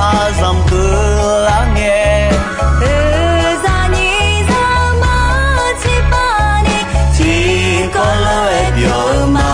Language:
Akha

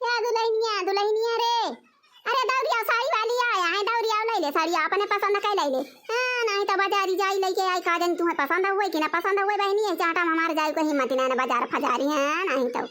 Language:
Awadhi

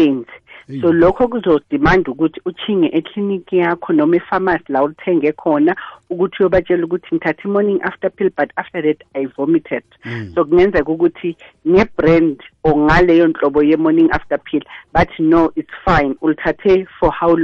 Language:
South Ndebele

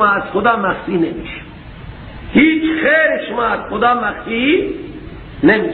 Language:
Persian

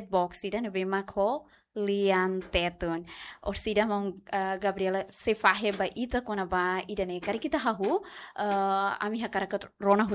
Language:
Tetum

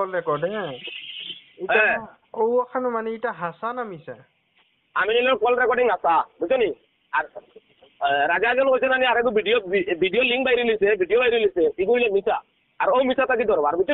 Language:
Sylheti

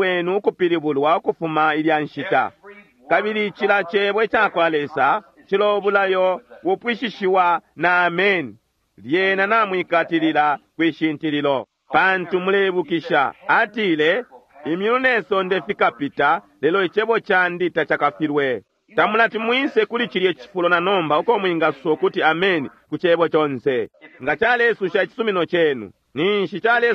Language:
Bemba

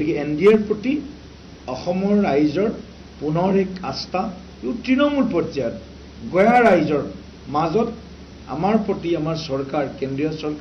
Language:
Assamese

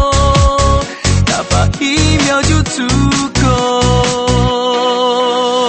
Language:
Chinese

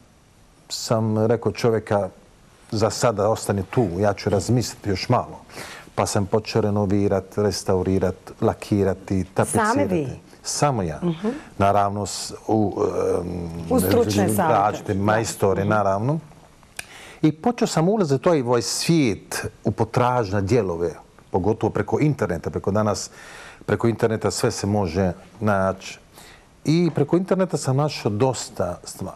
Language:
Bosnian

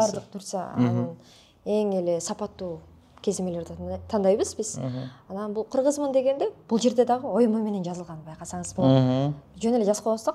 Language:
Kyrgyz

